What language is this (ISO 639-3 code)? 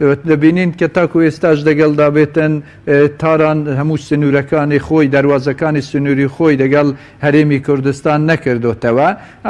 ckb